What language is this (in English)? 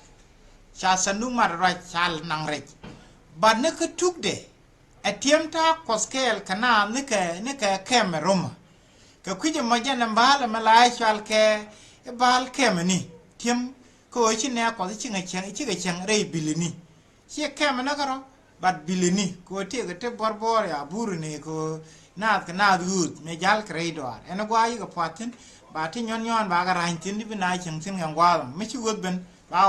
Nuer